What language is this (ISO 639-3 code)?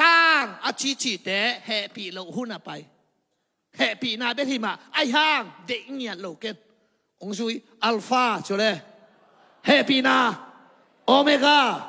ctd